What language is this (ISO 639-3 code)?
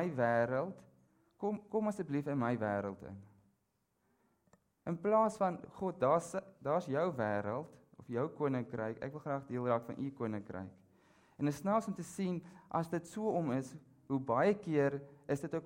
afr